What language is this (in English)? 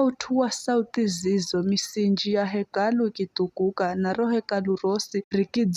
Giryama